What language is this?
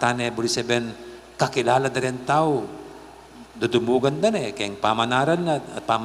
Pampanga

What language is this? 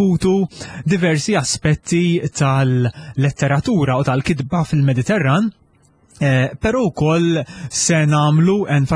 Maltese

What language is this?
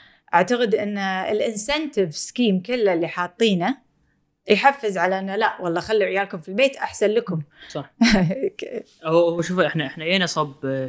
Gulf Arabic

